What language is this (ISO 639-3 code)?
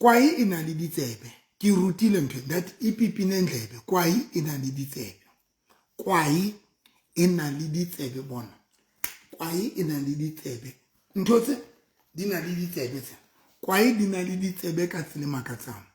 sot